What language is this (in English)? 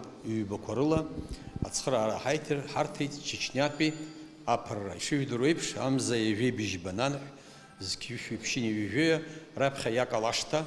Abkhazian